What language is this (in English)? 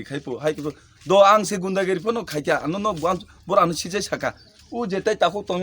Kok Borok